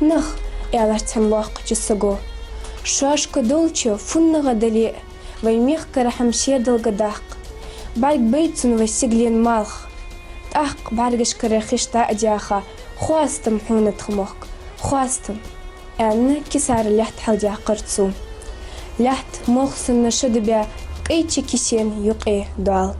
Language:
Ingush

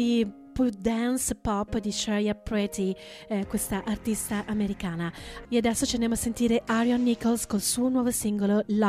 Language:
Italian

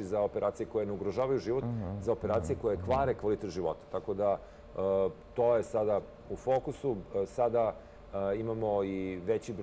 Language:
Serbian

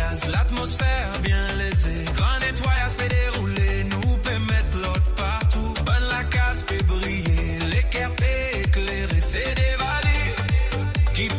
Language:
Morisyen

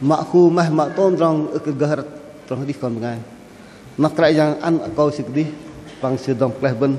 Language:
Bahnar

